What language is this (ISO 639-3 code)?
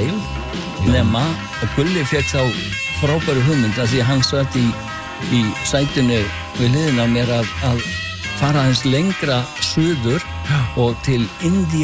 isl